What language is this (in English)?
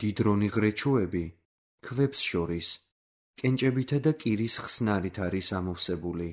Georgian